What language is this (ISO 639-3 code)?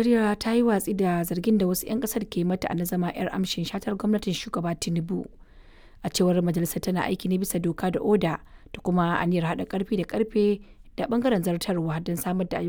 hau